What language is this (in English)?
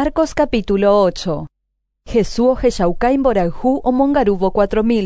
Guarani